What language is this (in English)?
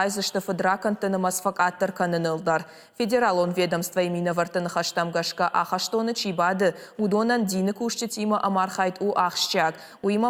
Ossetic